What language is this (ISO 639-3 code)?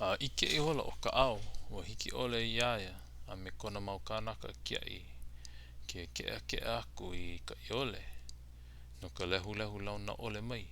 haw